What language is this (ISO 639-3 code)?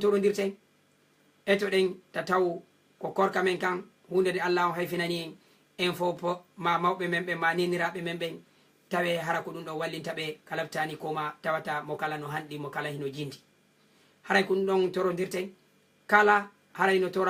ful